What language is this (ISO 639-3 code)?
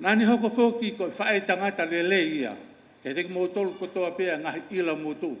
ton